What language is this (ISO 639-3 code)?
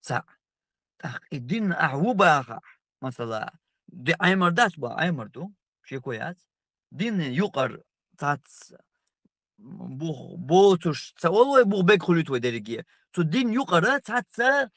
che